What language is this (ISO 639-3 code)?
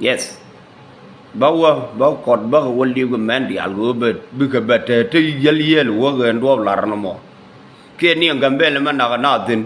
nus